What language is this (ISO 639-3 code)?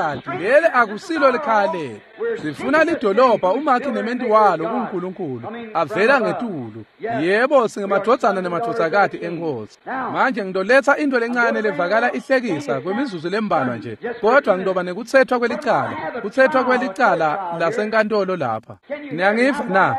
ssw